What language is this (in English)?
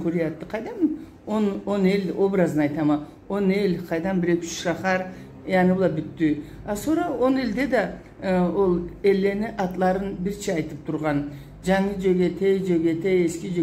Karachay-Balkar